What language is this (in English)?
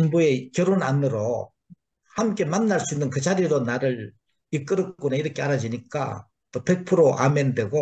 Korean